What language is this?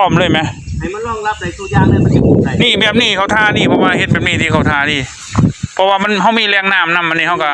Northeastern Thai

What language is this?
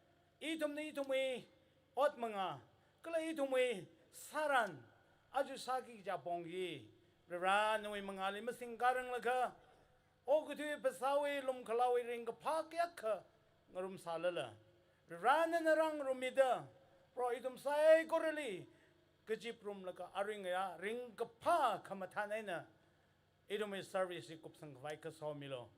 Tangkhul Naga (India)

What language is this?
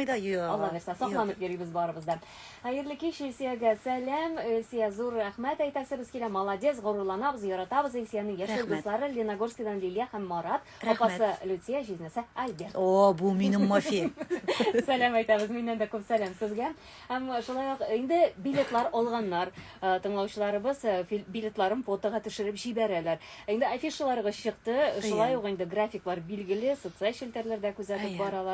Tatar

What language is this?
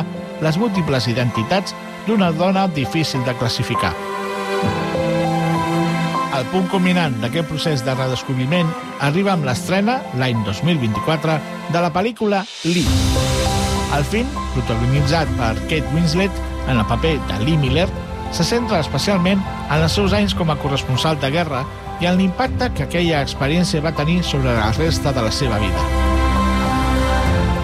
Catalan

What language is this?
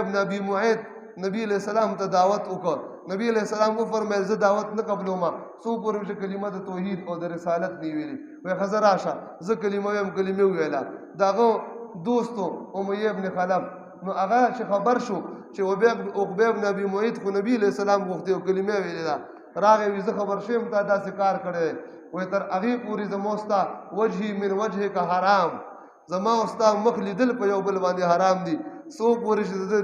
Pashto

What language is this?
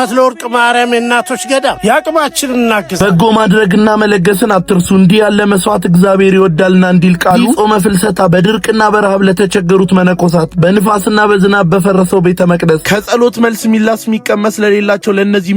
Amharic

